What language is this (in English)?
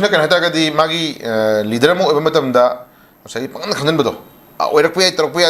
Manipuri